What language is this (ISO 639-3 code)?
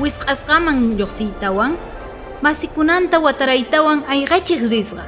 quh